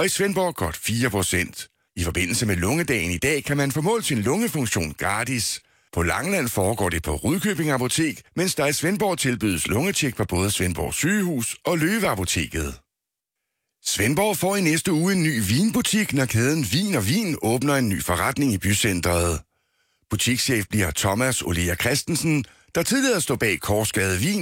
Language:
Danish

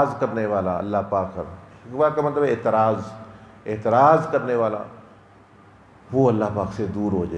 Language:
Urdu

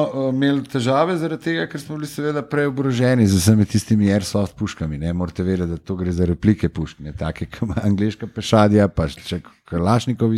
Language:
Slovenian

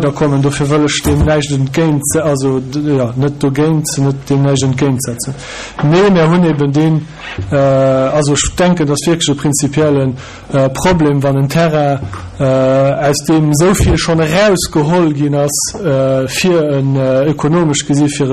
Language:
Luxembourgish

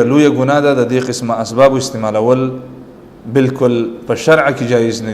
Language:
Pashto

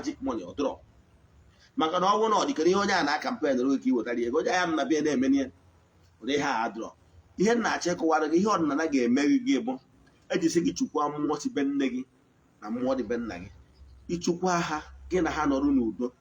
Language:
Igbo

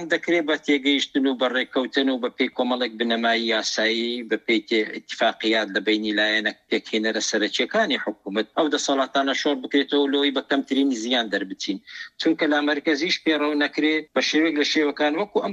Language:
Central Kurdish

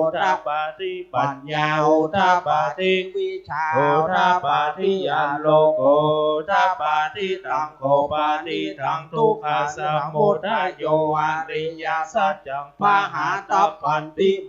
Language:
Pali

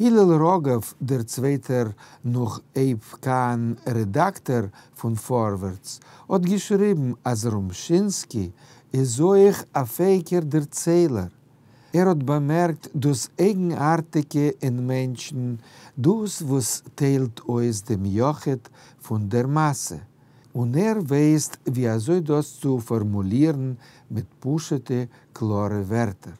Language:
Yiddish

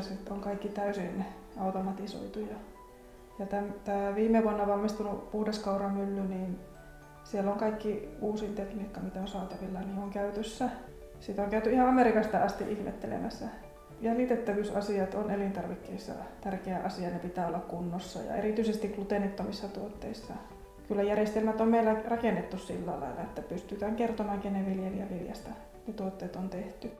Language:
Finnish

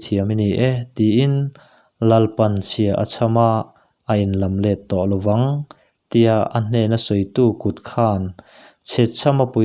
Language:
Mizo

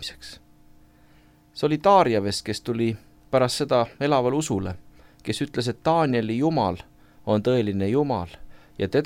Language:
Estonian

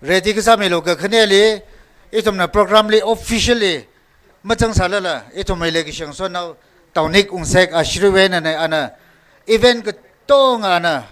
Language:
Tangkhul Naga (India)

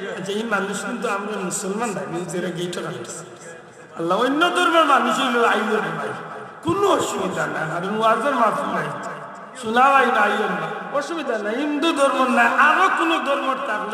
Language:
Sylheti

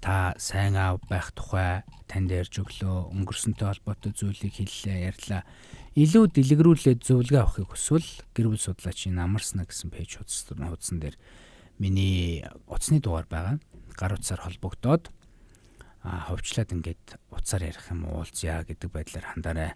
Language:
Mongolian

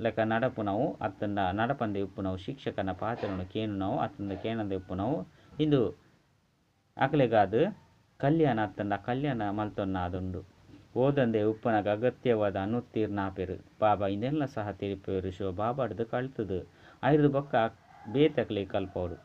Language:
Tulu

